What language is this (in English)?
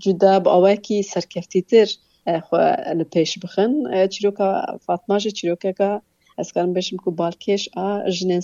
Kurdish